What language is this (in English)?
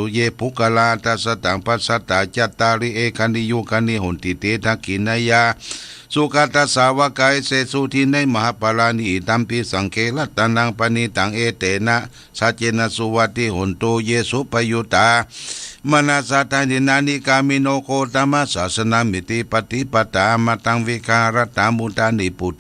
Pali